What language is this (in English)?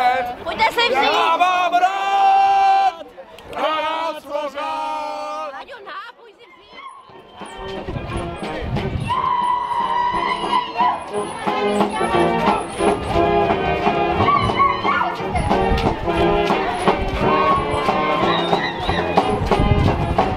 Czech